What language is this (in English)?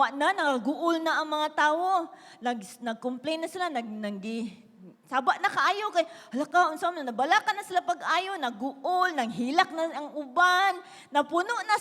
Cebuano